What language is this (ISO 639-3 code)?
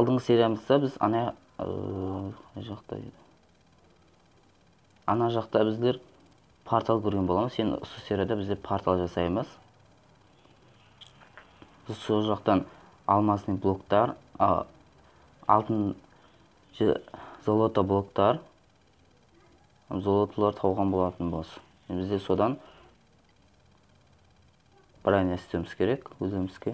kaz